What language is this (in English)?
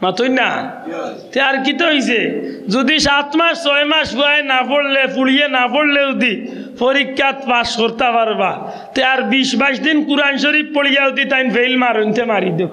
Sylheti